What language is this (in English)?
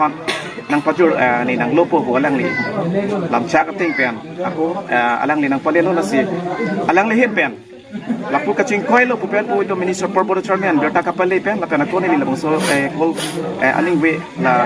Karbi